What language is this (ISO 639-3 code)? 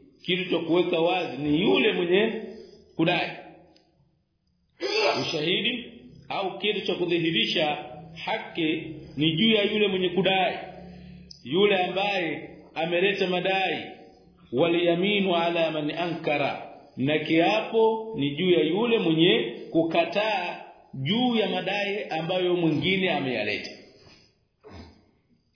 swa